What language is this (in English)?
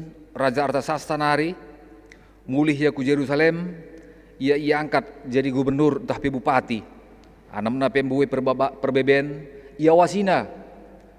Batak Karo